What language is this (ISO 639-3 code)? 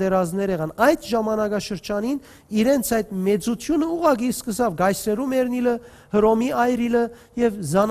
hyw